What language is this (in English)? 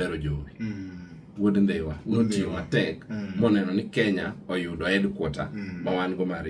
Luo (Kenya and Tanzania)